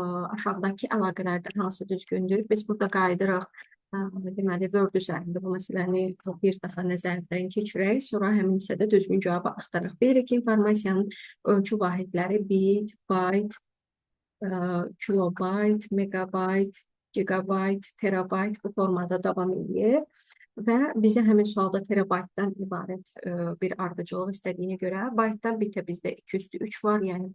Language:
Azerbaijani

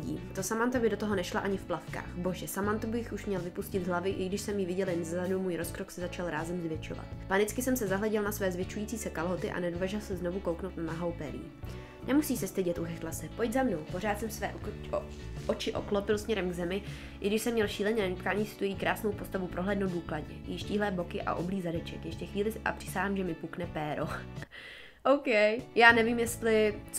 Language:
Czech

